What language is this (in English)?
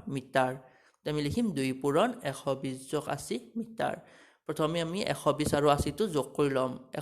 Assamese